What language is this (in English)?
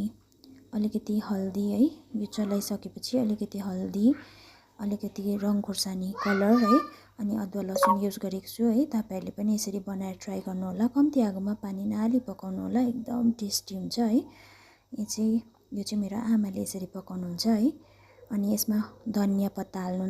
Nepali